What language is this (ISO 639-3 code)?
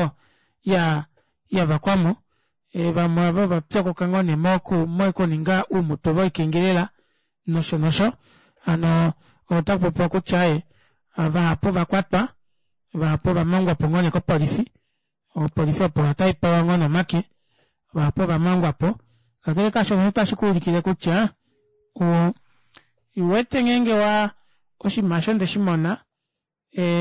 kua